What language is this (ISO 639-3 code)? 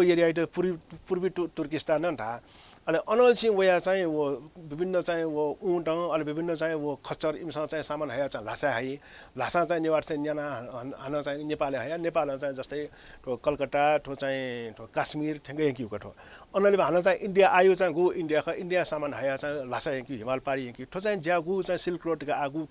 new